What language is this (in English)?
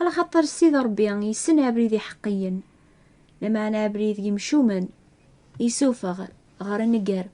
Kabyle